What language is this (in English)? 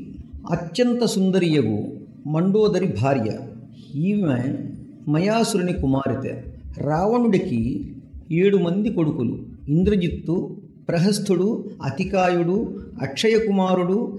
Telugu